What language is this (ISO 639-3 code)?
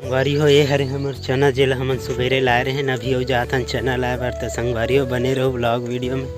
hne